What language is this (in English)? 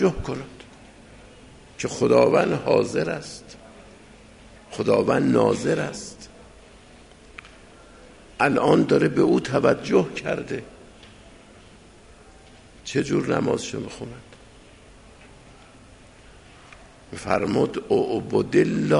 Persian